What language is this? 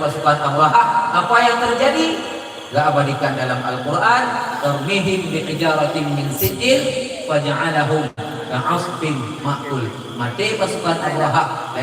Achinese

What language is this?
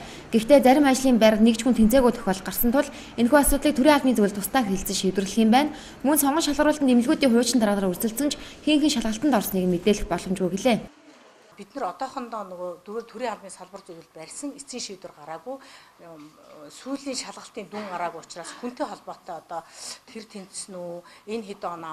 Mongolian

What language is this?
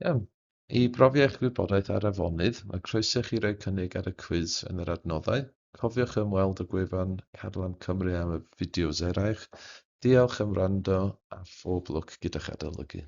Welsh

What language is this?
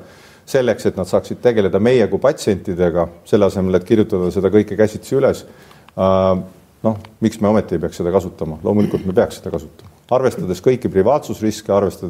Estonian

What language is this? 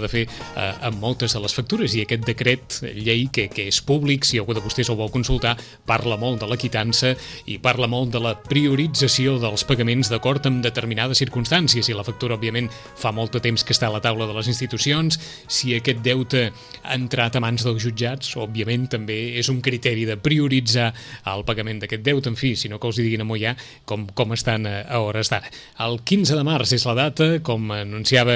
Catalan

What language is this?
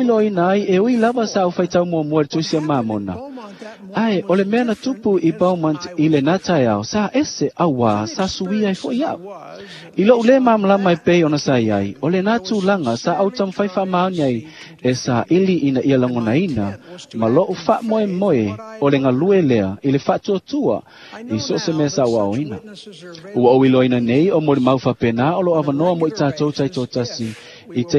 Samoan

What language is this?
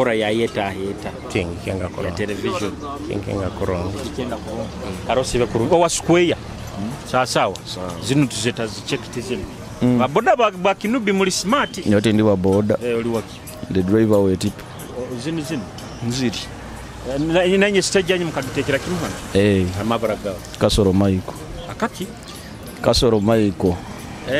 Nyoro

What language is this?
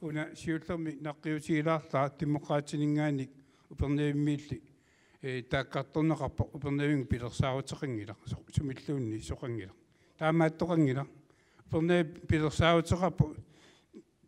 Kalaallisut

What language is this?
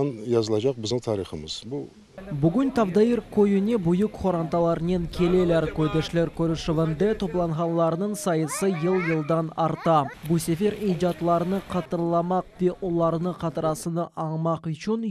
Crimean Tatar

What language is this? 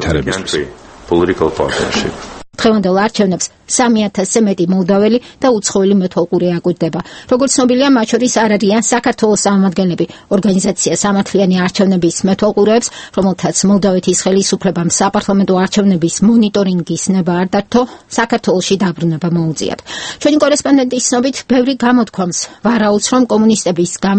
Georgian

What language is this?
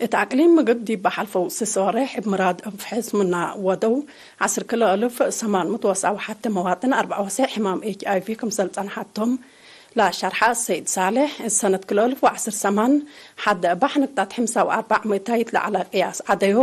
Tigre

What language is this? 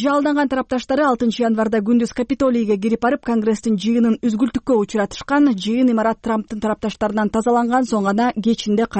Kyrgyz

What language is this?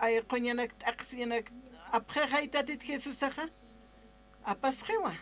Aymara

